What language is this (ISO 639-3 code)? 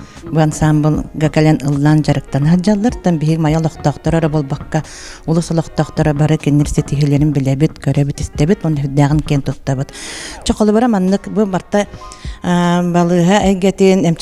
sah